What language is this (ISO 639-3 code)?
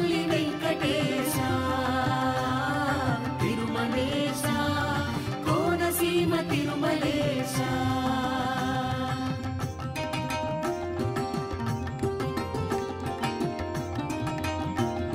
tel